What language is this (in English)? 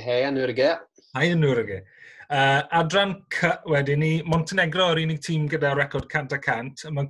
Welsh